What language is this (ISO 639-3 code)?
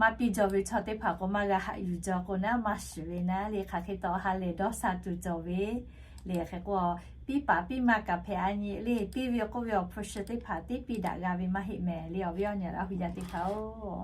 lhu